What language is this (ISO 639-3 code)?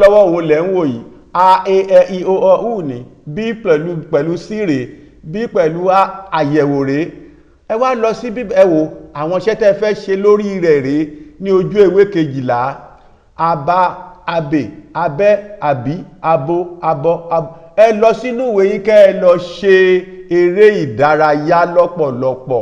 yor